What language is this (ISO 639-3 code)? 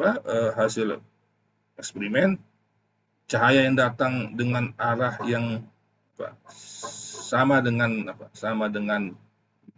ind